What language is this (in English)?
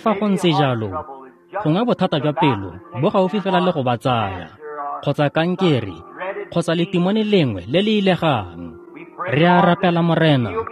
Tswana